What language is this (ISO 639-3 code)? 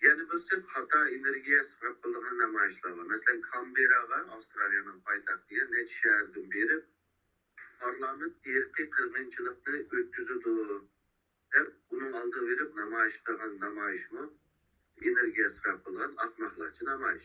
uig